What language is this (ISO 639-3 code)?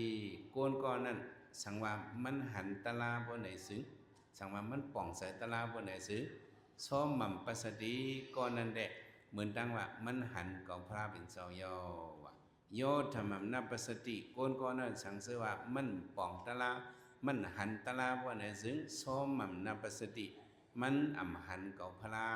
shn